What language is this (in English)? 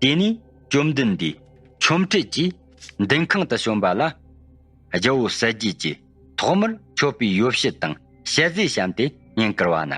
Tibetan